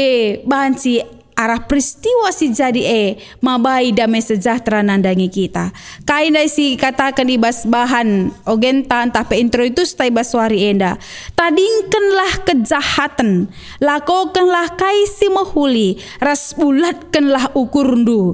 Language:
Batak Karo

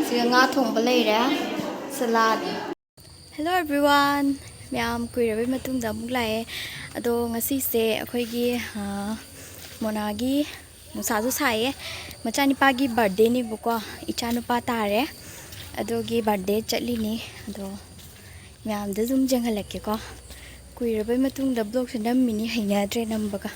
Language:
Manipuri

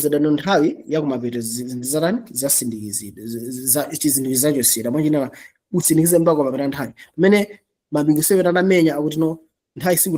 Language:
Nyanja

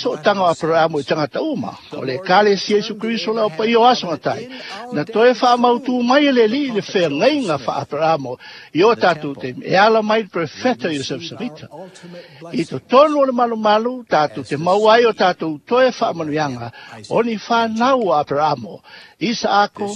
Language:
Samoan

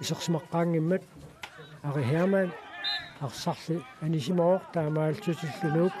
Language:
Kalaallisut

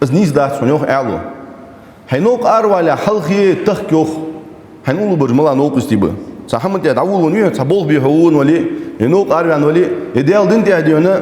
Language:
Ingush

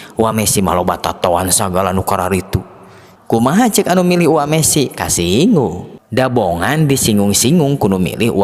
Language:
Sundanese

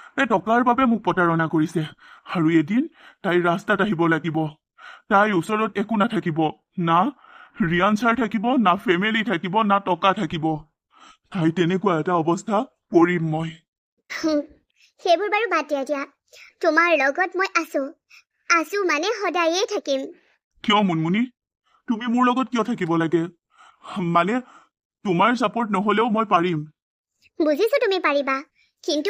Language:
Assamese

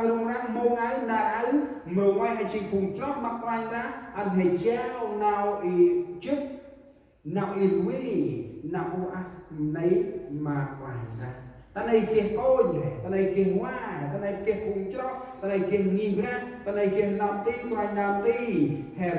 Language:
Central Mnong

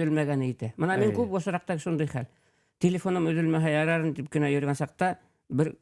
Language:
Bashkir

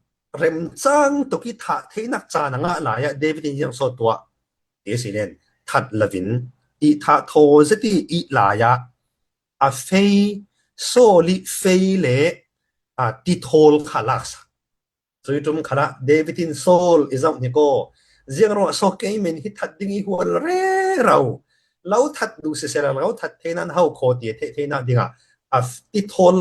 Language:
Falam Chin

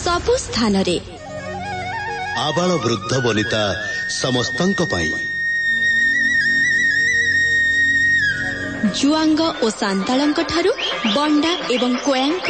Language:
Odia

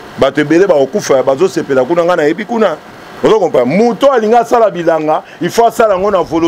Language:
Lingala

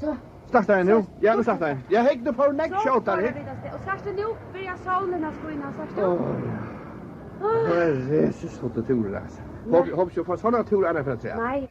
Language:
Faroese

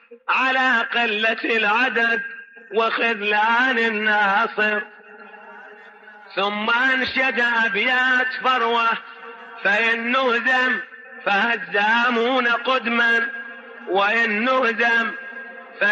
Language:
Mesopotamian Arabic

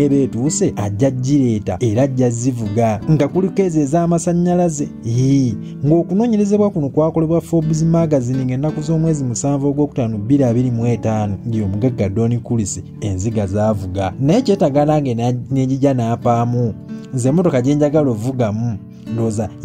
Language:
Ganda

